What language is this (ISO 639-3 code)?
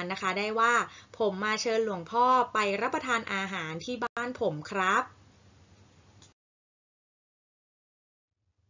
tha